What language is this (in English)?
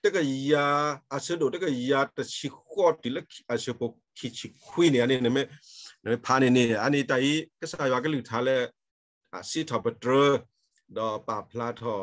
S'gaw Karen